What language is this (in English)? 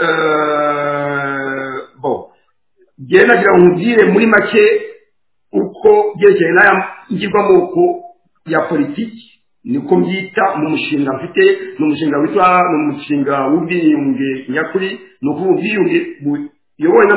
Kinyarwanda